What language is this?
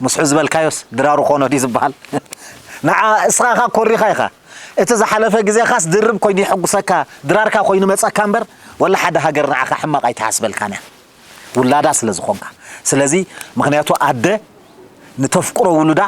Tigrinya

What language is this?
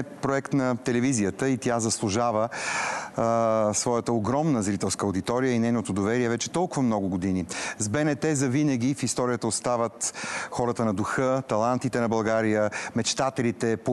Bulgarian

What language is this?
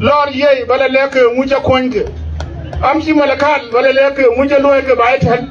Dinka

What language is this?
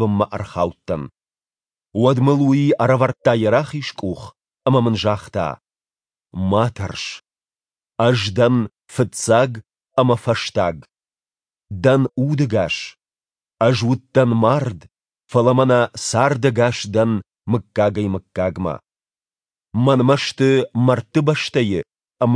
Ossetic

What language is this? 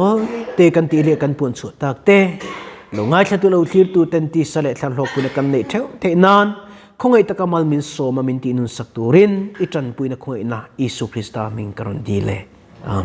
Mizo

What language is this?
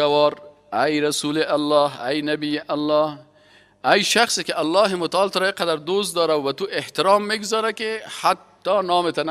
Persian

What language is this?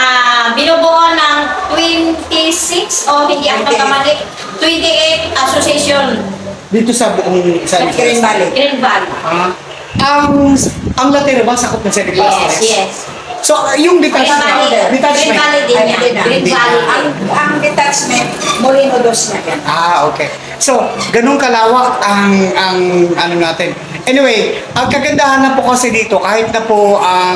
Filipino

